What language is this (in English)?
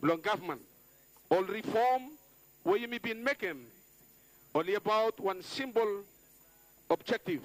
Bislama